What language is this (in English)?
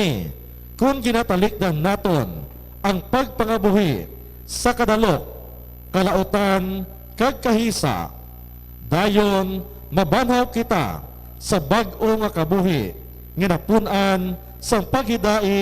Hiligaynon